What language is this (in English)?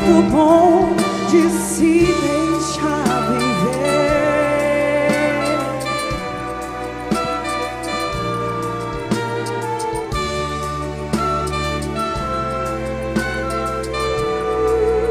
Portuguese